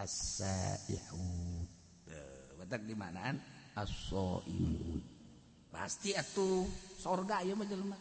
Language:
Sundanese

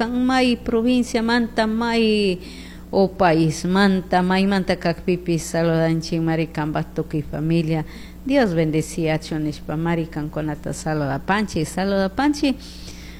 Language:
Chimborazo Highland Quichua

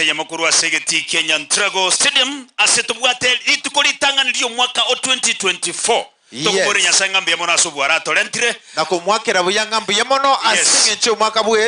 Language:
Gusii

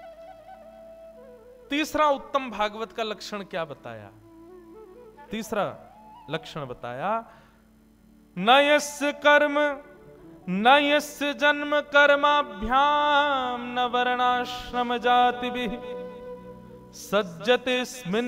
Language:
Hindi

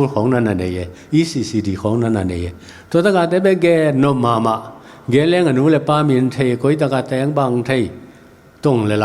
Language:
Tedim Chin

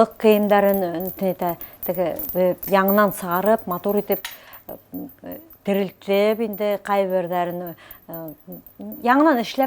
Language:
Bashkir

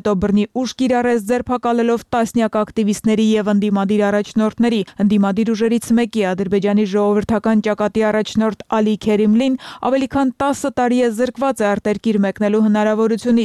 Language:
Armenian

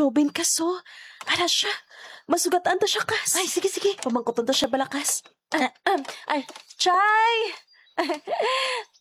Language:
Hiligaynon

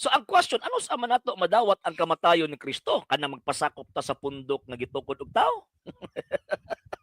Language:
Cebuano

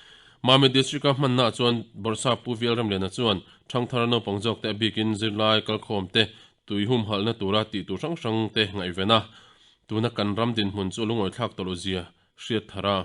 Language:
Mizo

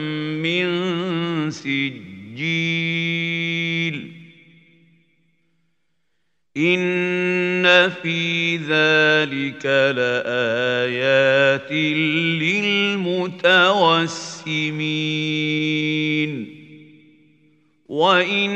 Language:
Arabic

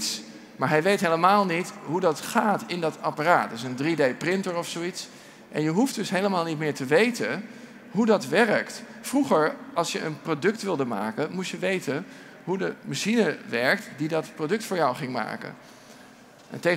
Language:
Dutch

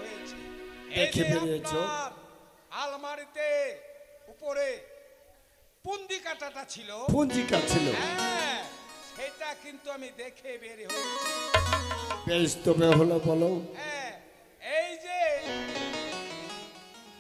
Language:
Bangla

